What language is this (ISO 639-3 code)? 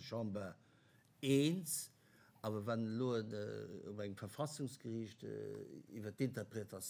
ltz